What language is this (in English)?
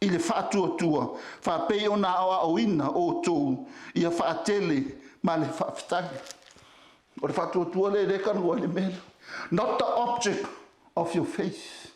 Samoan